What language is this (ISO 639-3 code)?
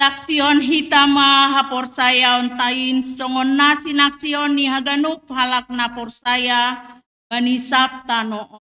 bts